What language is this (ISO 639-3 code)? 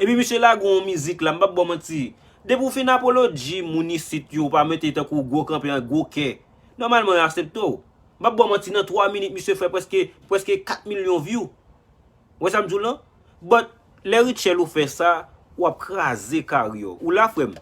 hat